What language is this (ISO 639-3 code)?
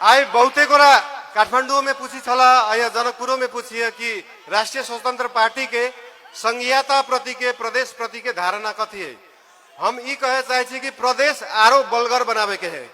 mai